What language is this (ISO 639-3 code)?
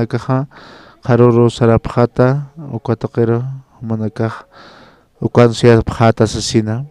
aym